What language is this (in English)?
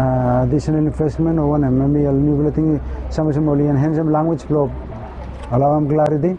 Bislama